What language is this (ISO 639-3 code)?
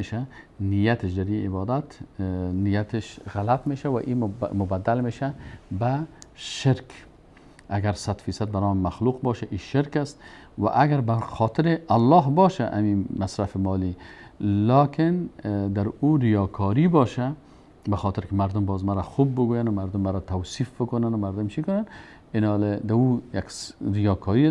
fas